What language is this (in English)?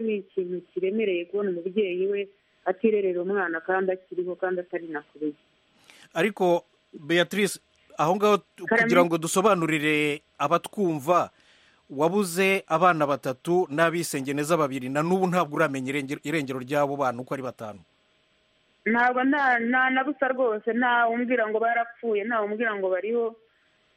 Kinyarwanda